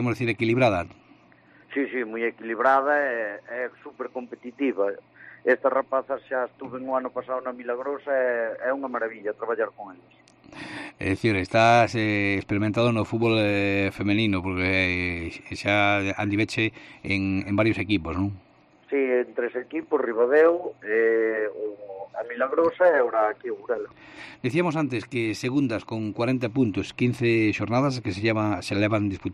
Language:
Galician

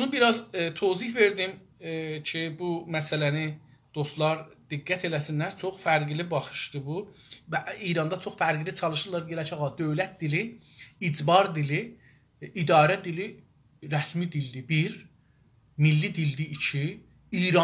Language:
South Azerbaijani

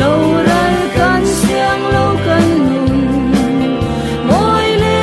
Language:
Falam Chin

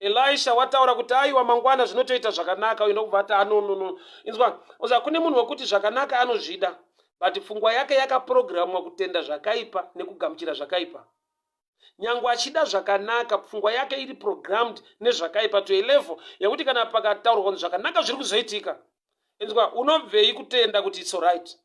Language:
Shona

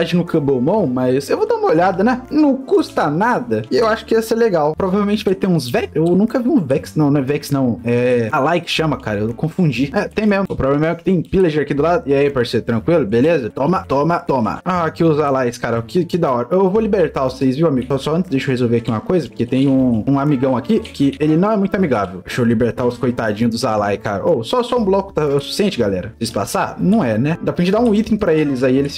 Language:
Portuguese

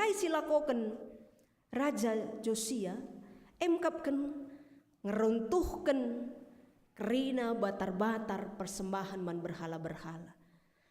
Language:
Batak Karo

